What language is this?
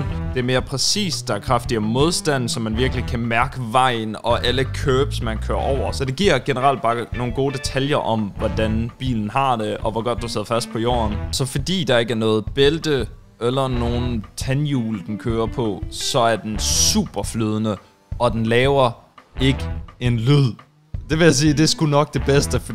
Danish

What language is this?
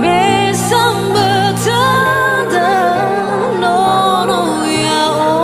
Nias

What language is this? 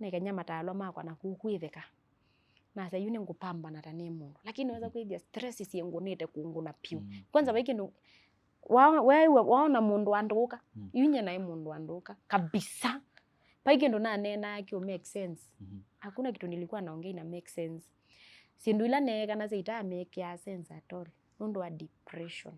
Kamba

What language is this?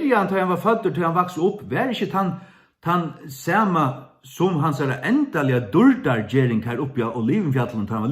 Faroese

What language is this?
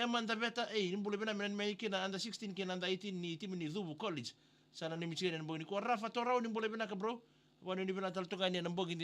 Fijian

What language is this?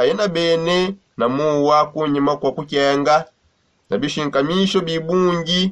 Songe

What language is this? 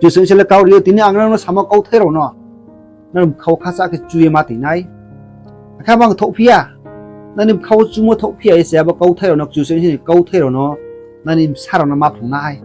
Riang (India)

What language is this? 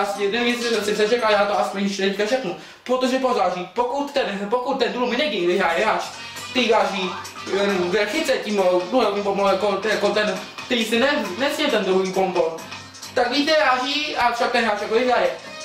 Czech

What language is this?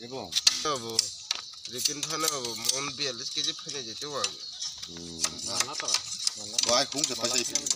Kok Borok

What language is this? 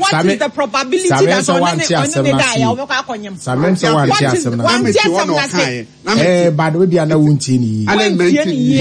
Akan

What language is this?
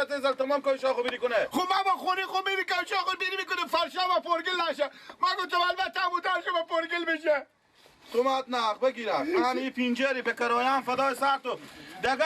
Persian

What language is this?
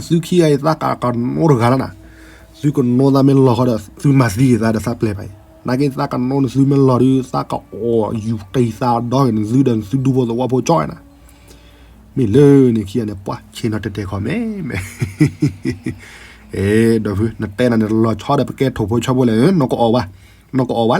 S'gaw Karen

